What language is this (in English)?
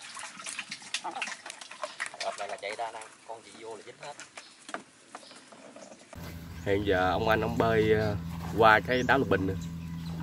Vietnamese